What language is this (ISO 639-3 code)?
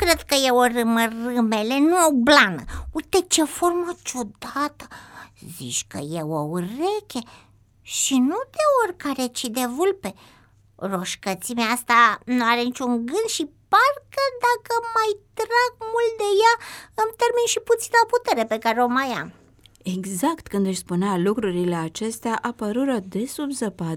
ron